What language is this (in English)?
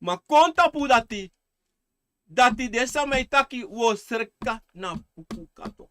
Sranan Tongo